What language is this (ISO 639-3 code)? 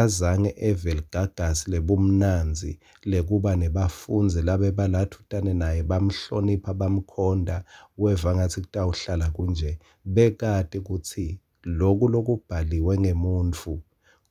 ssw